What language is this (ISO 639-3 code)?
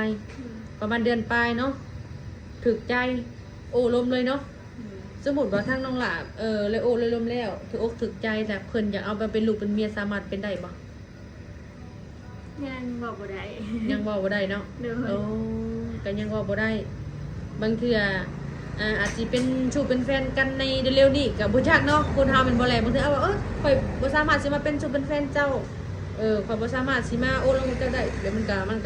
lao